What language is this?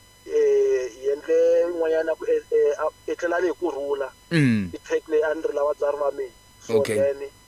Tsonga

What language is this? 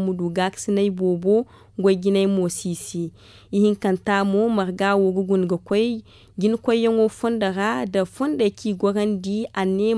Zarma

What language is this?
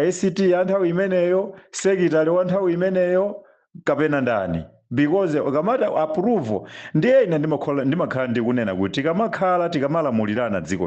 Nyanja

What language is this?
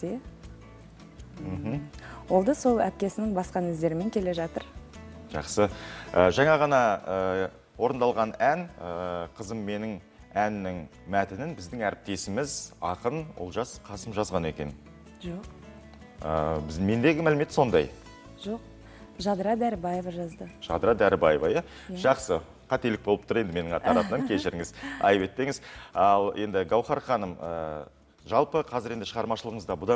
Kazakh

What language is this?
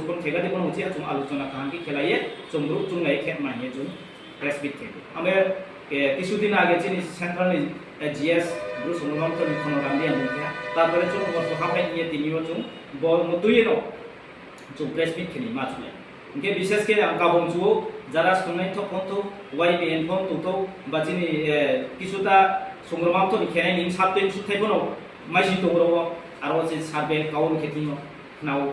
Riang (India)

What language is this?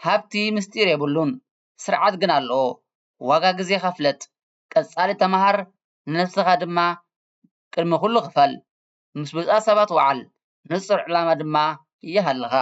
Tigrinya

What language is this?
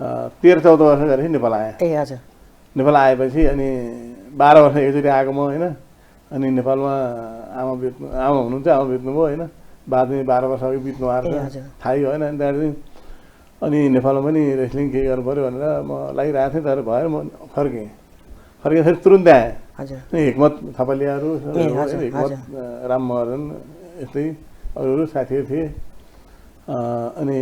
Nepali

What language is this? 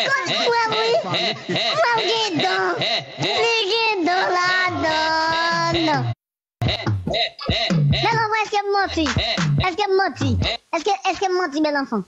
Haitian Creole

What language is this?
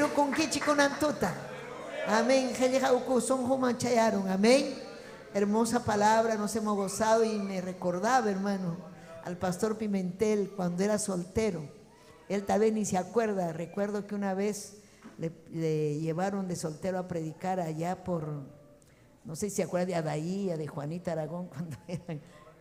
Ayacucho Quechua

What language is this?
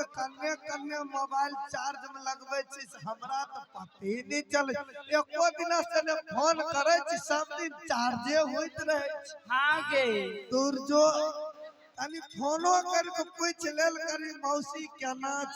Maithili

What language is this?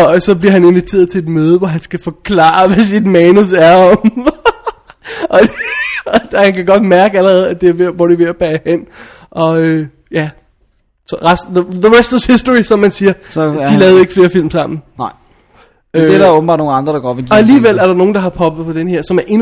Danish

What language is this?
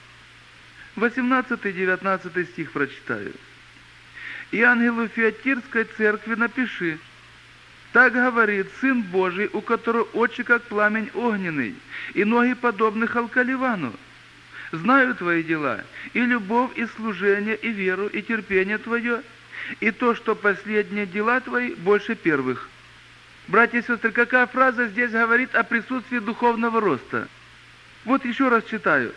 Russian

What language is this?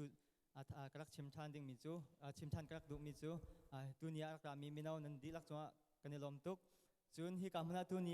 Hakha Chin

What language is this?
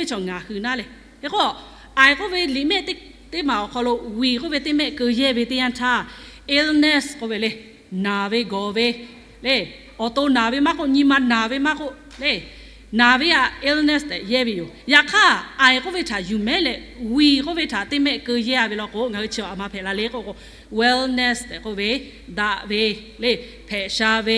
Lahu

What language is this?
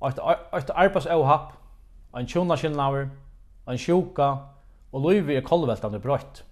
Faroese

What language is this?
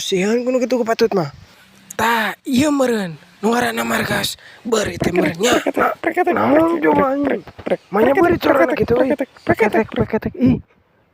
Sundanese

